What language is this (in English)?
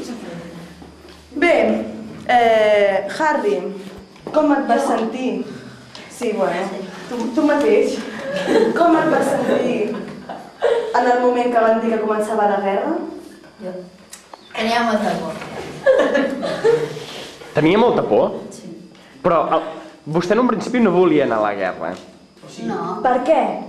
Catalan